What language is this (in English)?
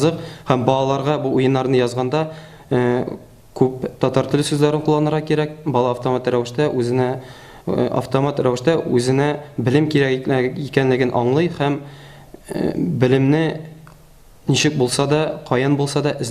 Tatar